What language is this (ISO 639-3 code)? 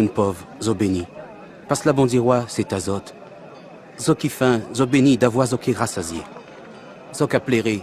gcf